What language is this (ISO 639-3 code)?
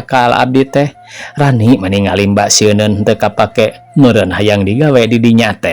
sun